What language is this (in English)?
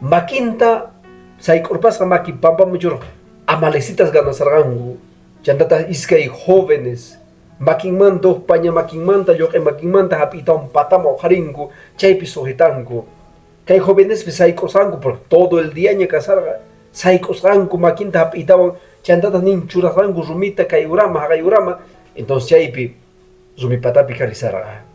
Quechua